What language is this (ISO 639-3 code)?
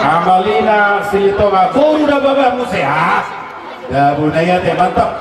bbc